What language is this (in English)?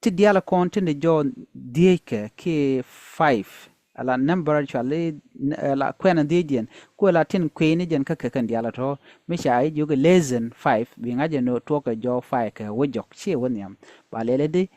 Nuer